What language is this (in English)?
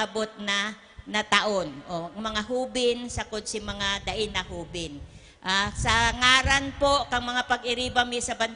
Bikol